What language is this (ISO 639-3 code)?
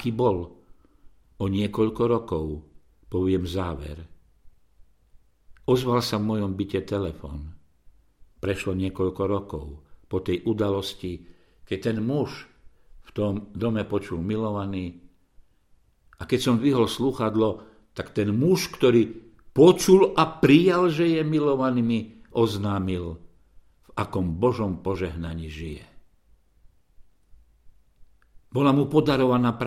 slk